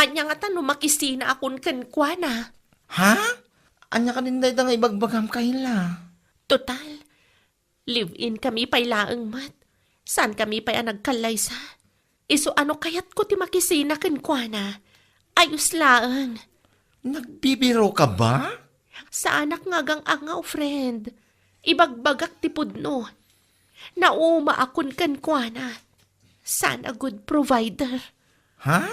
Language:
Iloko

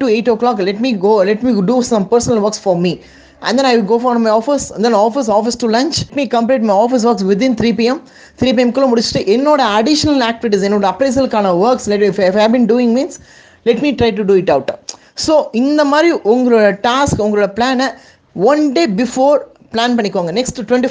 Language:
Tamil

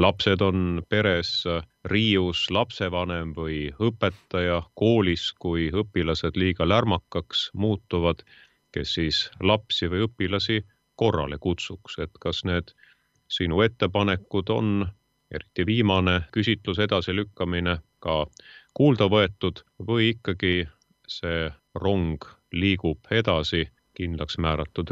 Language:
Estonian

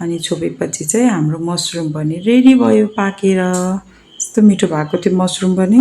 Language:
Nepali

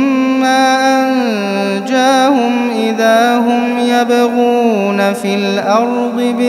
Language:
Arabic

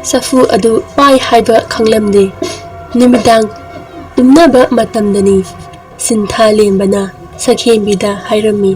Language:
Manipuri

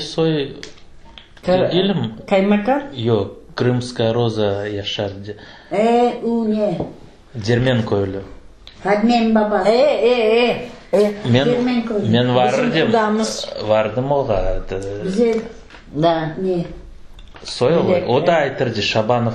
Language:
Crimean Tatar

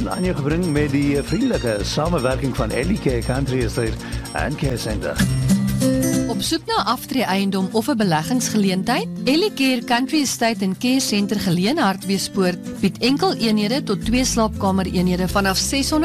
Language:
Afrikaans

